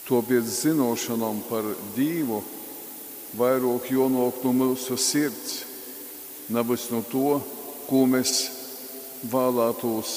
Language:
Latgalian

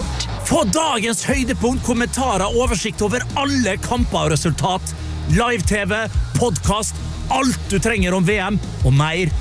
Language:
Norwegian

